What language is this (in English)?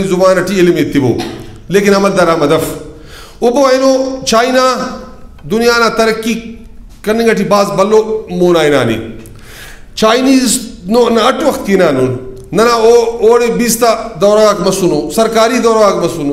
Brahui